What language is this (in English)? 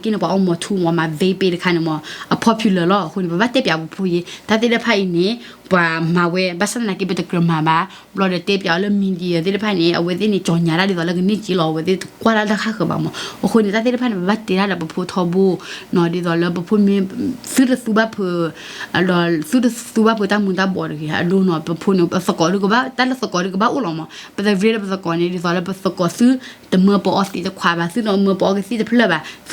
S'gaw Karen